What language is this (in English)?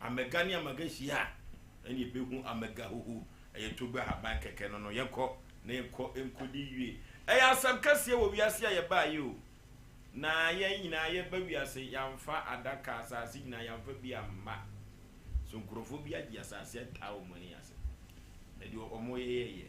Akan